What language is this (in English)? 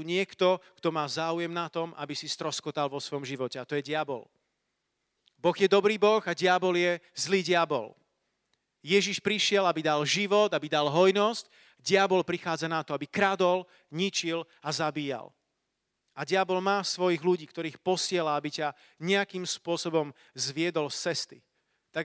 Slovak